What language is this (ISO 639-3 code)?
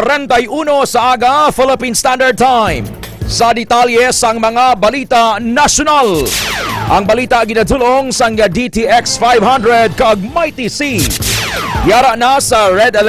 hil